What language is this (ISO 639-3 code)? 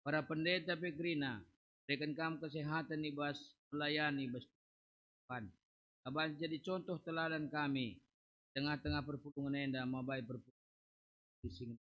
btx